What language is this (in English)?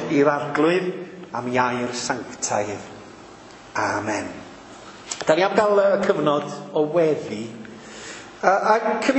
Welsh